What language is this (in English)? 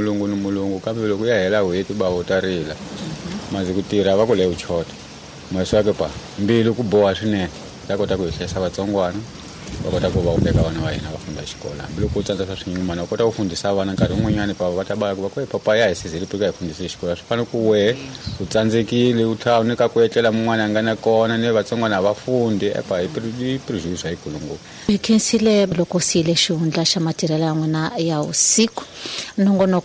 Tsonga